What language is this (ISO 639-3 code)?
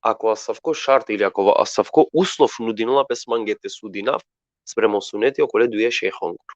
rmn